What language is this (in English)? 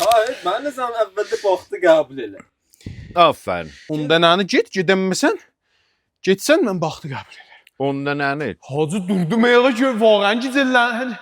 South Azerbaijani